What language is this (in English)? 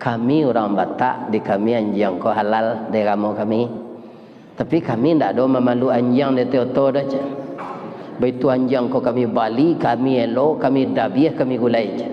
Minangkabau